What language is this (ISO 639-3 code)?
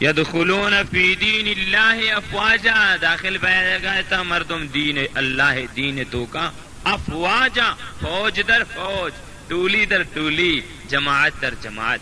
bal